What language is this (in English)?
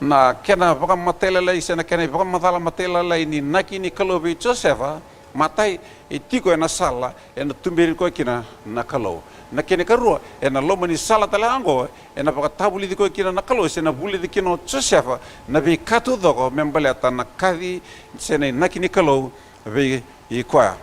Fijian